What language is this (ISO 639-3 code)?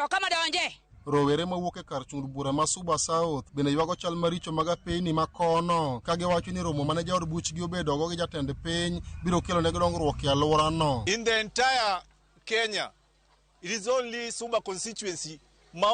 luo